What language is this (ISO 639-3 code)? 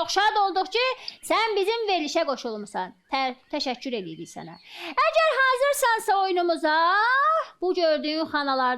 aze